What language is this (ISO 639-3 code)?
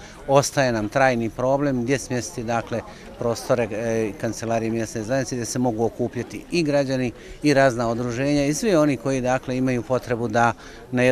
bos